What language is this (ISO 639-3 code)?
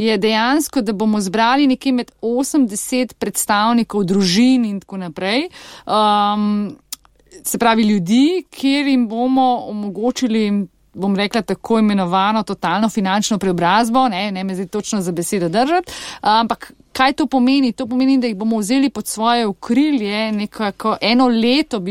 slv